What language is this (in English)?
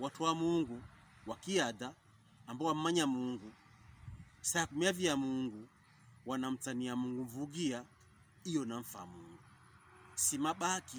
Pokomo